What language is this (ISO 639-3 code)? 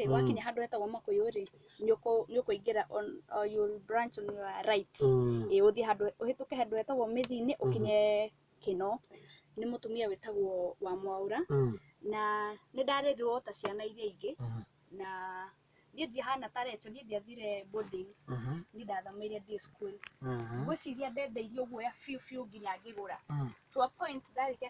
kik